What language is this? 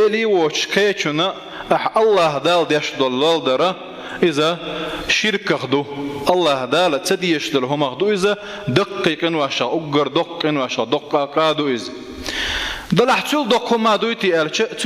Chechen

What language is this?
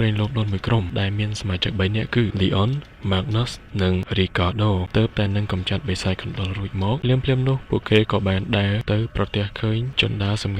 Khmer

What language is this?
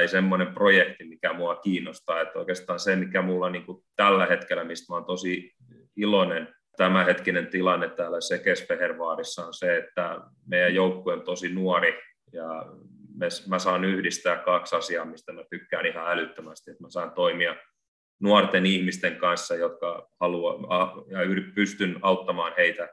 Finnish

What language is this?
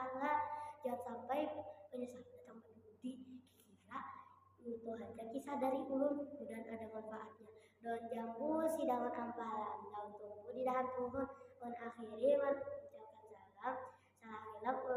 Banjar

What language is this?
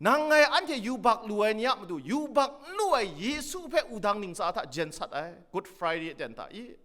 Kachin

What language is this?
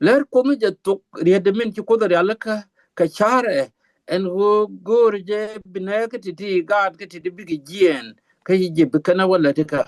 Nuer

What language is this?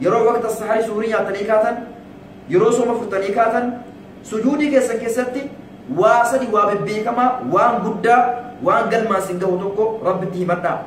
Oromo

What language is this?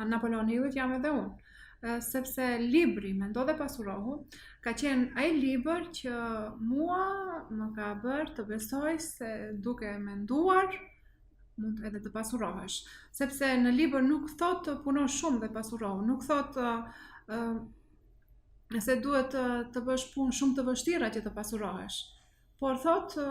Albanian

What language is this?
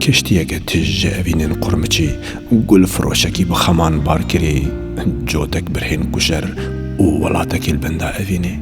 Kurdish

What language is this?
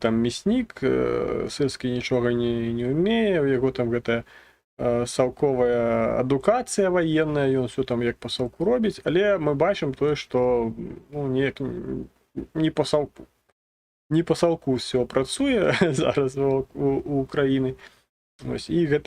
Belarusian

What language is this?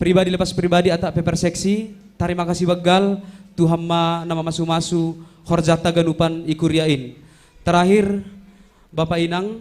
Batak Simalungun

